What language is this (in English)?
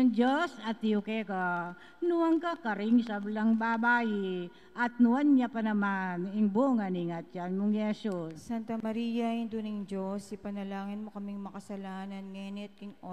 Pampanga